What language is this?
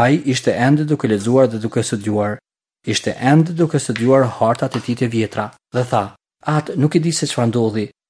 Albanian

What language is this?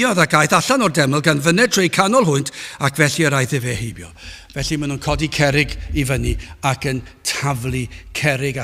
Welsh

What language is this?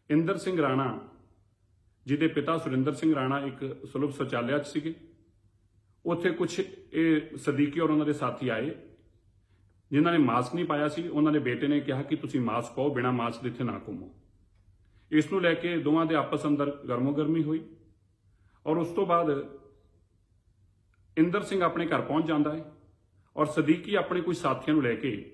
Punjabi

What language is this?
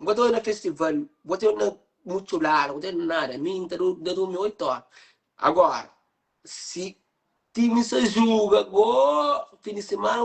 Kabuverdianu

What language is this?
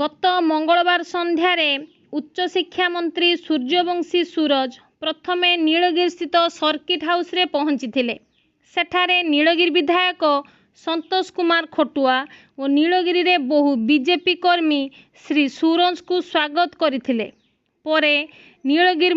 Odia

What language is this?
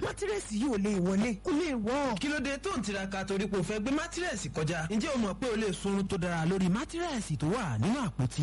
Yoruba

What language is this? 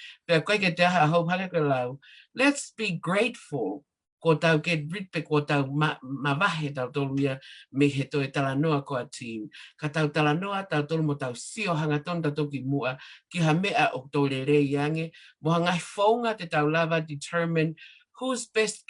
Tongan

